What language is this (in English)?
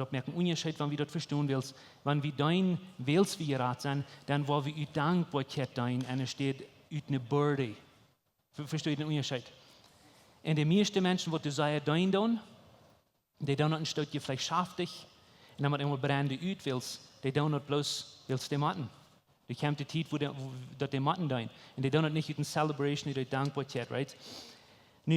Plautdietsch